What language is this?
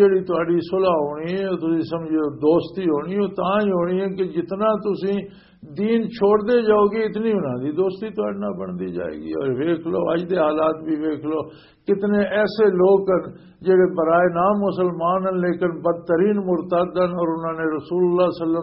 Western Panjabi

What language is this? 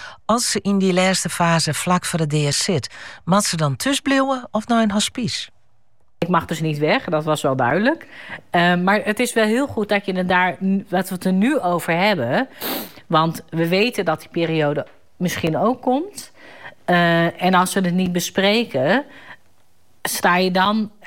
Dutch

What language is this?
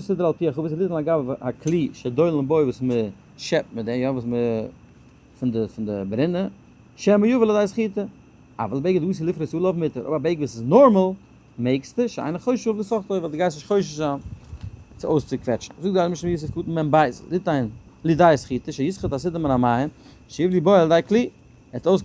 Yiddish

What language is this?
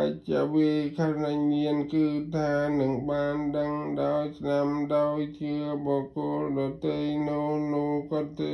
Khmer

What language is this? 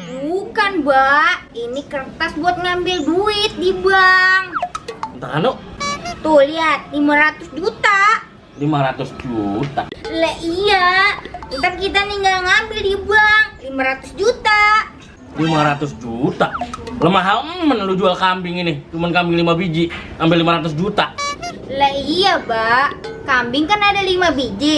Betawi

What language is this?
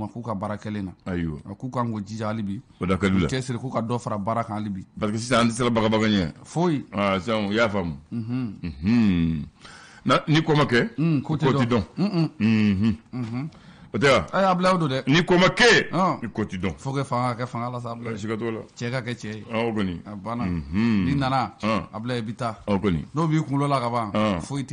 Bambara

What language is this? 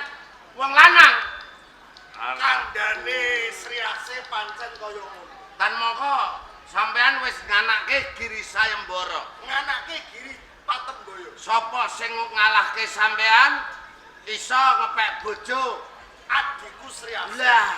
Javanese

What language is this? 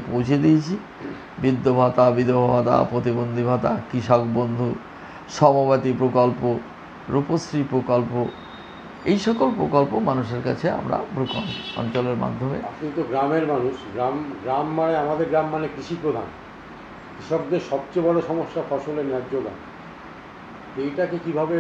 Bangla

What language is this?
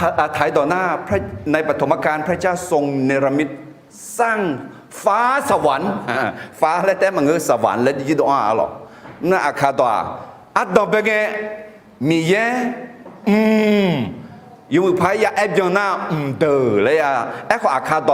Akha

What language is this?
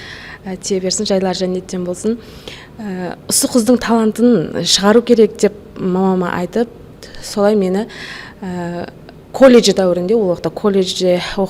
Kara-Kalpak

